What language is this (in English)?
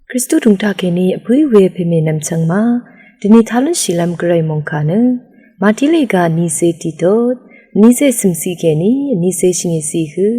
Rawang